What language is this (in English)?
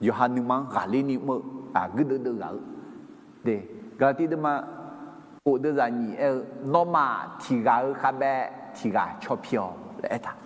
Akha